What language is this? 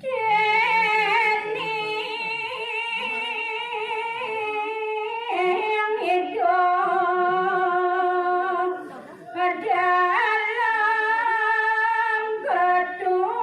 Balinese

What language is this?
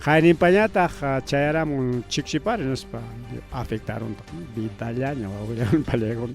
Ayacucho Quechua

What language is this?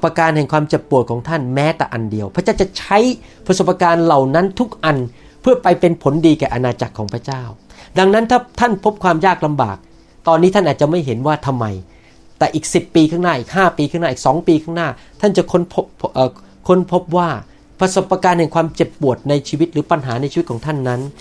Thai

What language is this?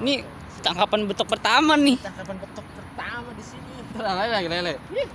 Betawi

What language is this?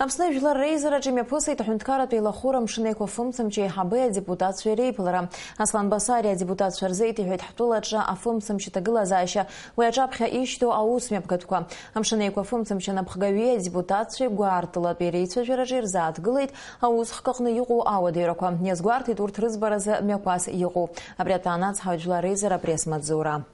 Abkhazian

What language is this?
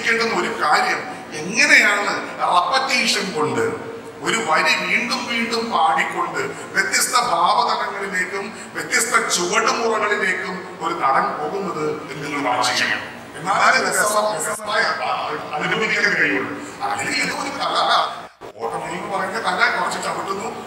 Malayalam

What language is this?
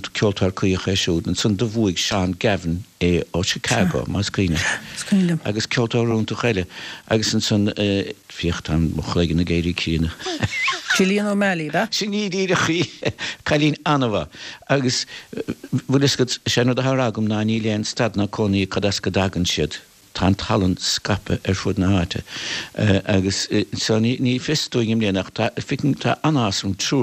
Irish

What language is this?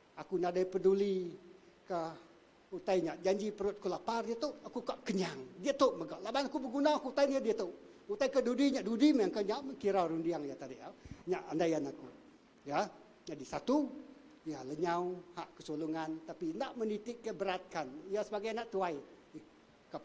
Iban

